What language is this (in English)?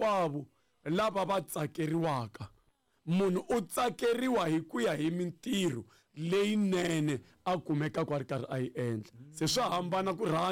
Tsonga